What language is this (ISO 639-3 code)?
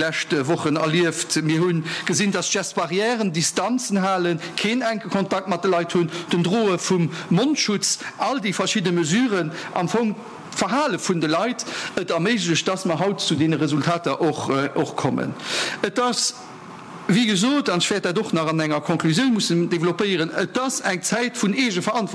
ltz